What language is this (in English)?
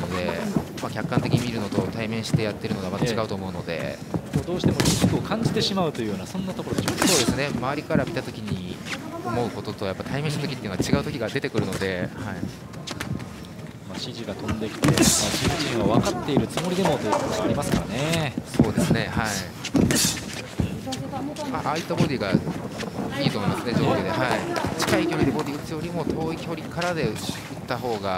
Japanese